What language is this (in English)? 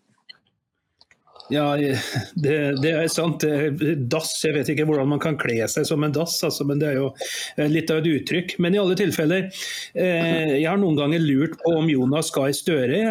Norwegian